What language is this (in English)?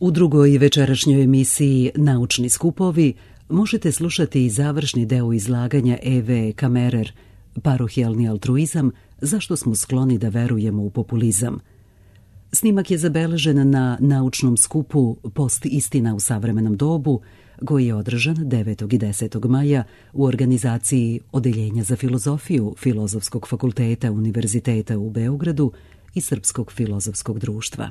Serbian